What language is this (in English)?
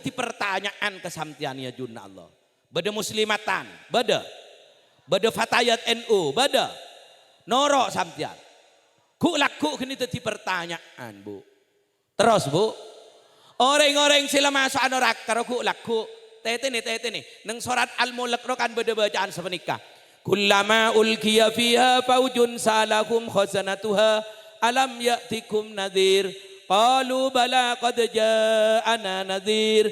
Madurese